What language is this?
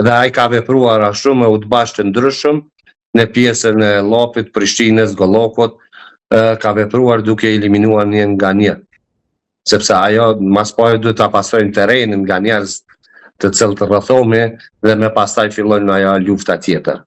Albanian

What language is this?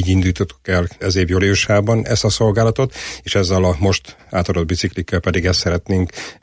Hungarian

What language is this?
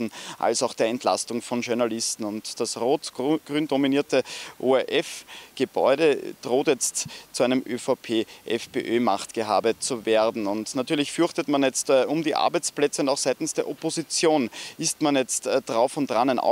German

